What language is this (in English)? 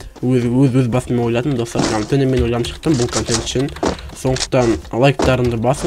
Kazakh